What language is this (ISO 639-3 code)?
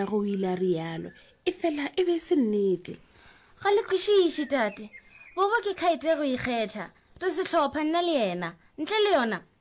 nso